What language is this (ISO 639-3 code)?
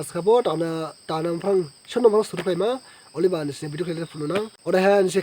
dis